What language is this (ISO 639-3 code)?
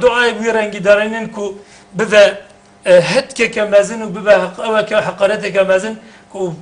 kur